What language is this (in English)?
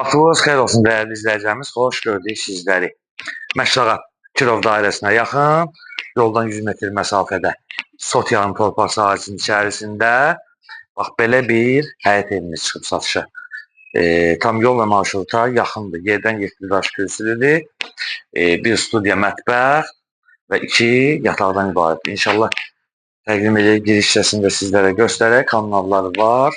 Azerbaijani